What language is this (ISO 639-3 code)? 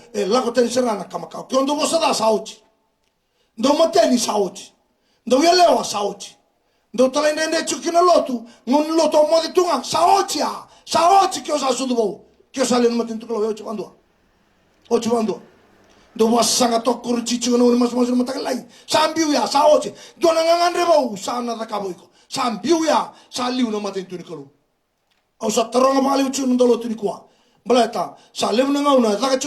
fij